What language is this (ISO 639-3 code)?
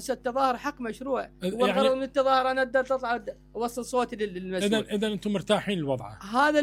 acm